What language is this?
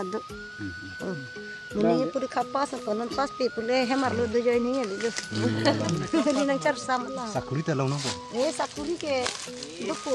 Karbi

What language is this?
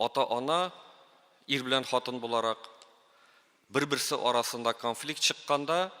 Tatar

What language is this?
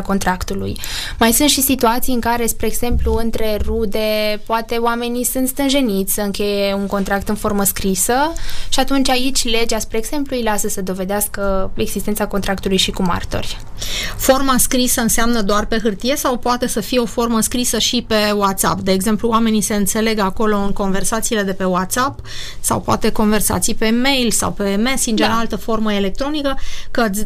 Romanian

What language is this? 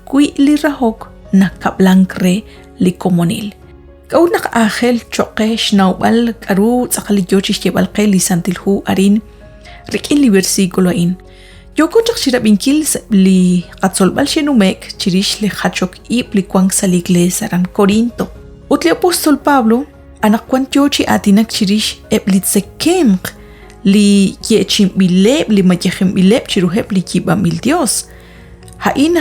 Kekchí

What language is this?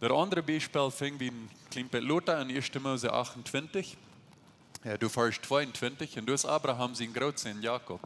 Plautdietsch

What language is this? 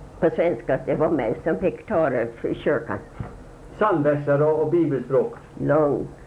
Swedish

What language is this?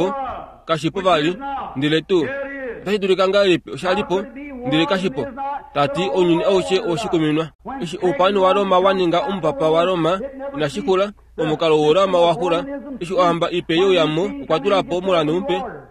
Kuanyama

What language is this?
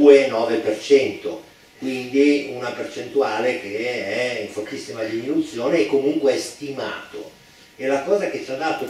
Italian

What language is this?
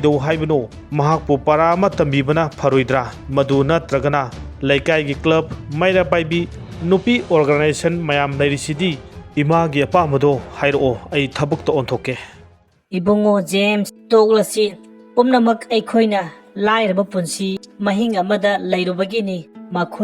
Manipuri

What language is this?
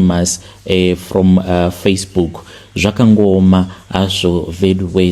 Shona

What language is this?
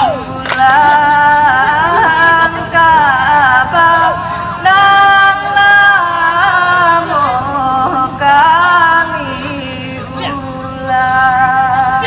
Minangkabau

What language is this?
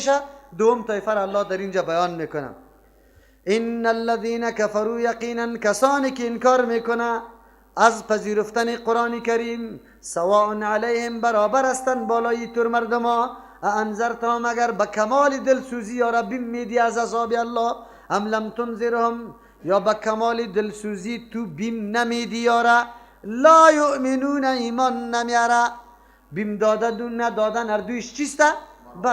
Persian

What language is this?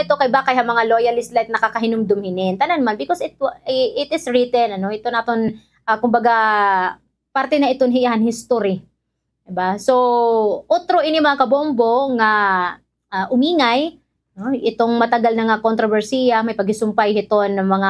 Waray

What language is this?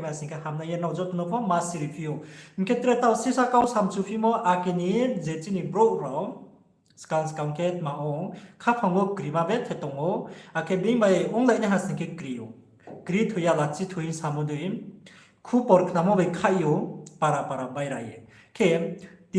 Riang (India)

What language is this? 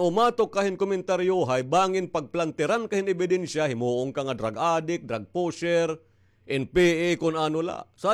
Waray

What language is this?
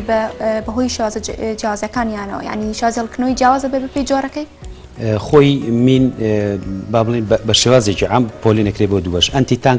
Central Kurdish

